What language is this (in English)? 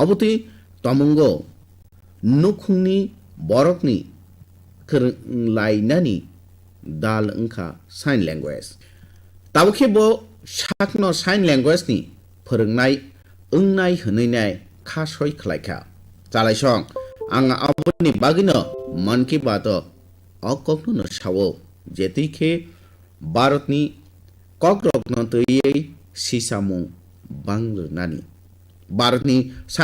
Kok Borok